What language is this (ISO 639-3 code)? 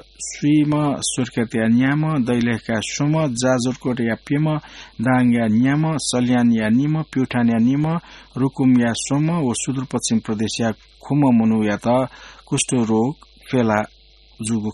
new